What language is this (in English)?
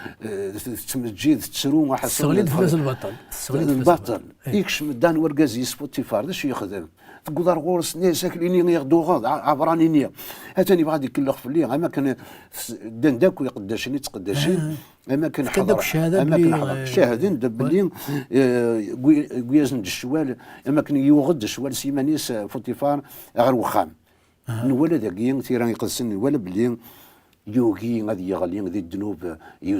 Kabyle